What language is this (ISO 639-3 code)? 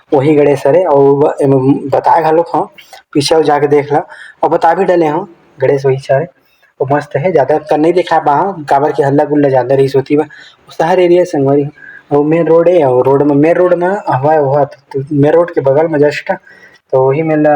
hne